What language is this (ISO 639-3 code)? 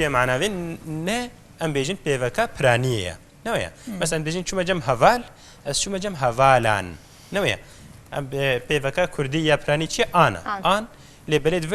kur